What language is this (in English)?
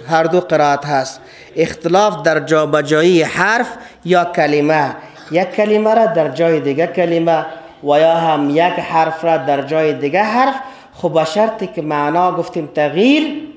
Persian